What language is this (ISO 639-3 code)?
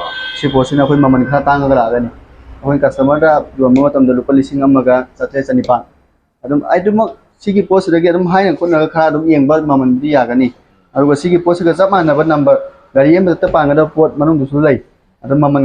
mni